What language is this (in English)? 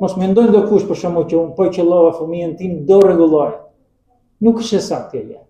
Albanian